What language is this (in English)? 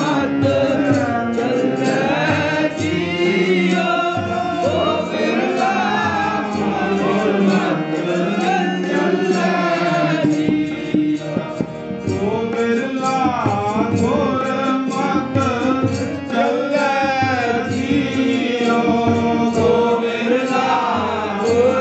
Punjabi